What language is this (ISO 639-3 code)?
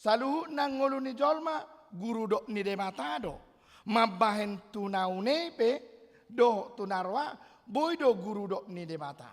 bbc